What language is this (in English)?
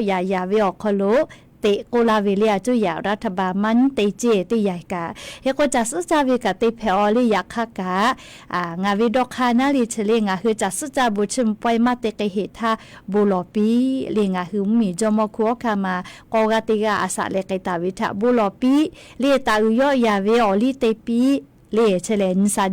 Lahu